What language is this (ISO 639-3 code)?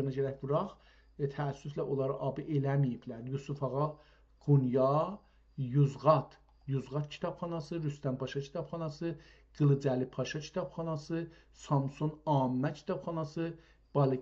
azb